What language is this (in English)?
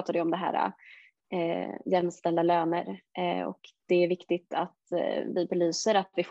Swedish